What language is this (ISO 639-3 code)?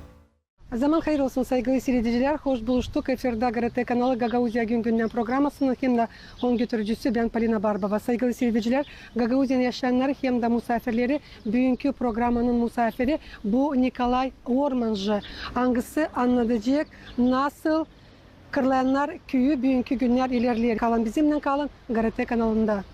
gag